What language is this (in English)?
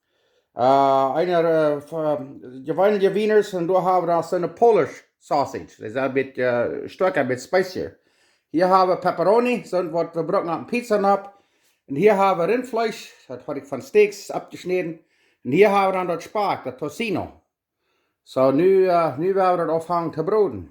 Plautdietsch